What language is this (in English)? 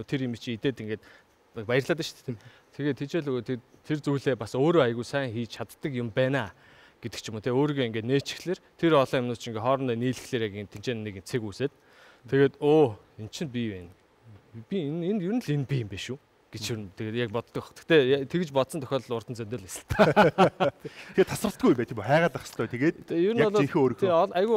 Mongolian